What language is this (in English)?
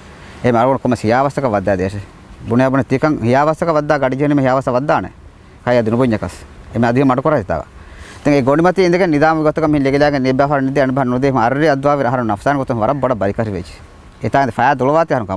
Divehi